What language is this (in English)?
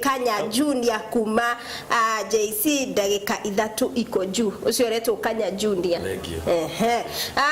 Kikuyu